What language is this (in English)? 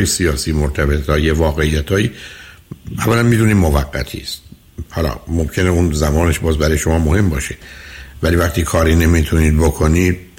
Persian